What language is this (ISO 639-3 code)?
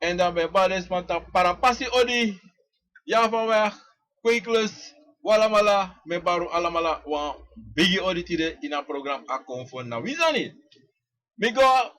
srn